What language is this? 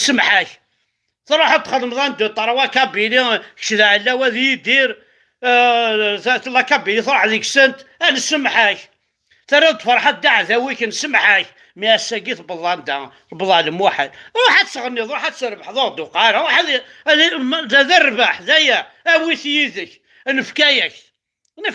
Kabyle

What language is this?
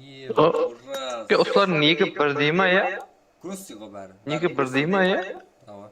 Kara-Kalpak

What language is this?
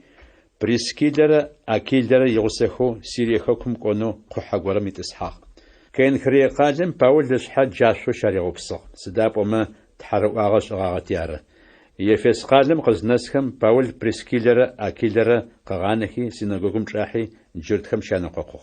Adyghe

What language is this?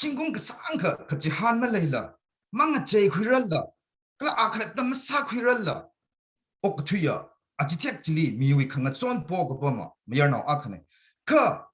Tangkhul Naga (India)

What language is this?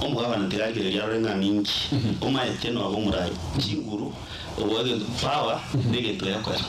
Gusii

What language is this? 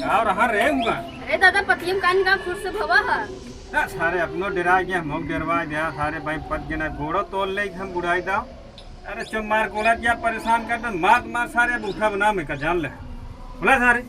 Awadhi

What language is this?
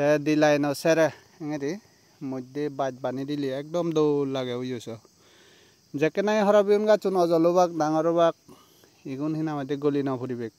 Chakma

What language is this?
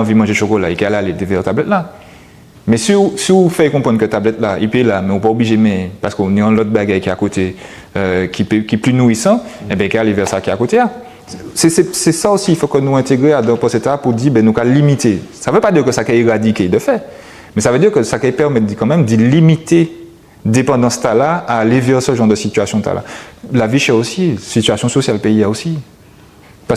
Guadeloupean Creole French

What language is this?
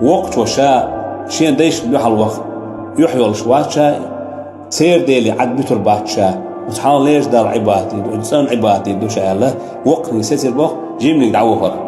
Chechen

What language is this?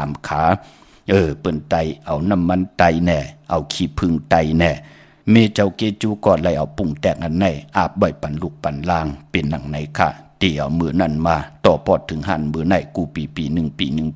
Shan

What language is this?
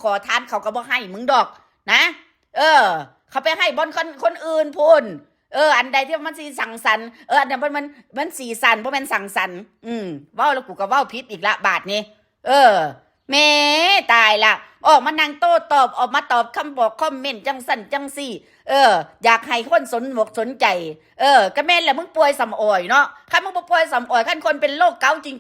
Northeastern Thai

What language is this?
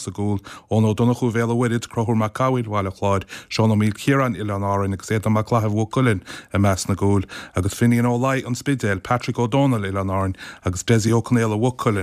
Irish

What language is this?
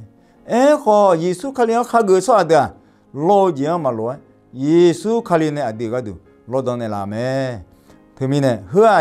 Akha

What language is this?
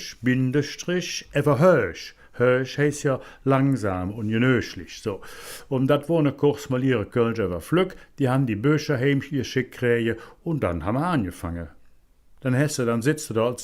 Colognian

